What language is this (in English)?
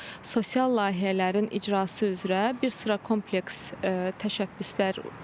Azerbaijani